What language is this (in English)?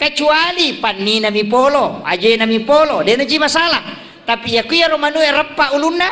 Buginese